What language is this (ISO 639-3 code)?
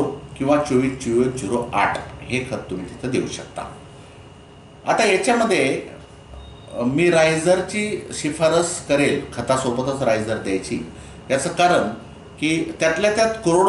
mar